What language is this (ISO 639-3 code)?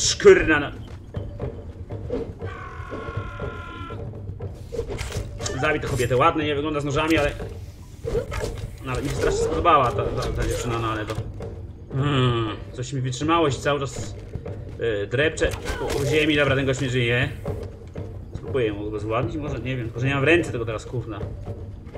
pol